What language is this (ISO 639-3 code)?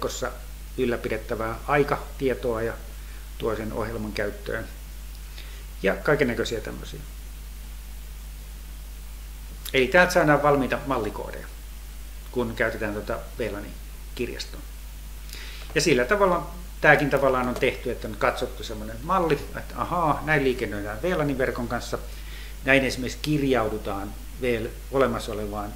fin